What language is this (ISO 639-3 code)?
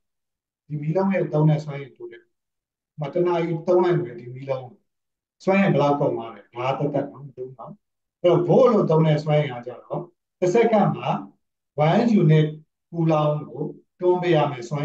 mya